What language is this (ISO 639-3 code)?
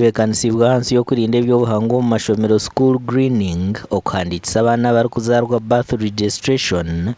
nyn